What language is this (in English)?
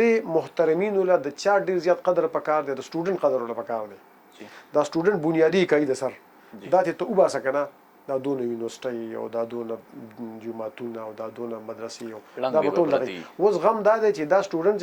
Pashto